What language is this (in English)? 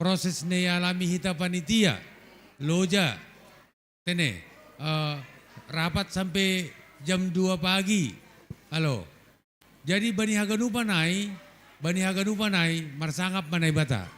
Batak Simalungun